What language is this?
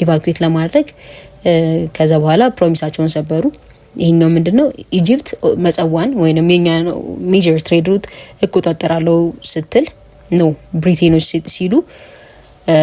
Amharic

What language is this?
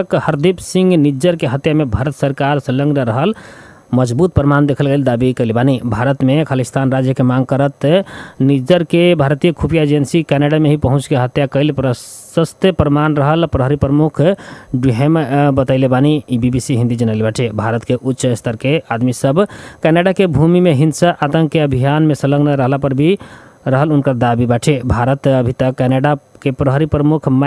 Bhojpuri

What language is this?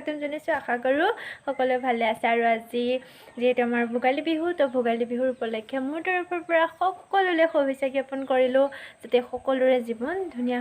Assamese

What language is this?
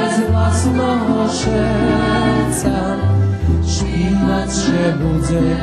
Rusyn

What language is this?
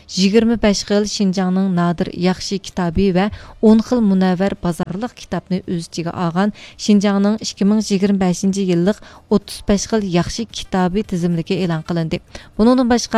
Uyghur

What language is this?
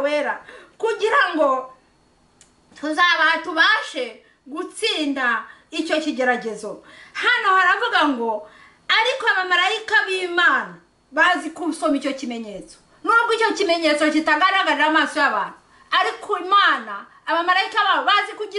Kinyarwanda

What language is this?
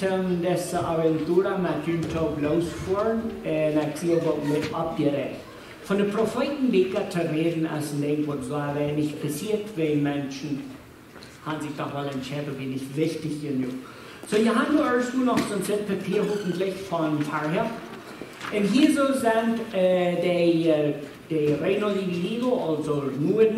Plautdietsch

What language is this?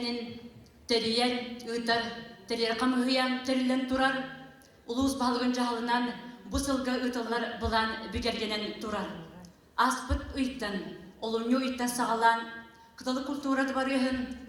Yakut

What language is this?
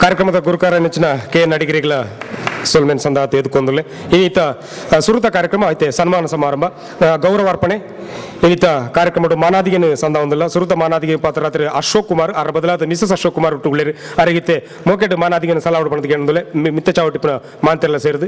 Tulu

